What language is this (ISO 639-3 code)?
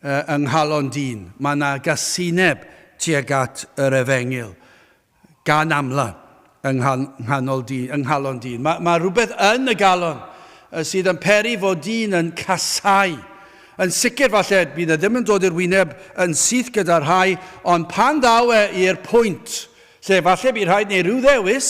cym